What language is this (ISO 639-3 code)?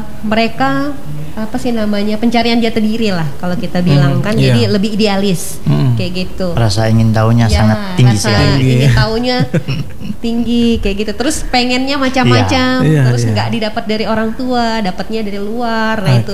ind